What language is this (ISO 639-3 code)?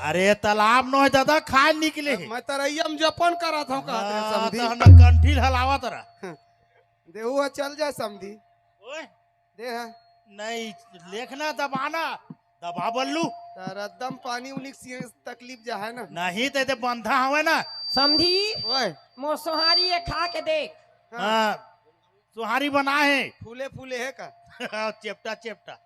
hne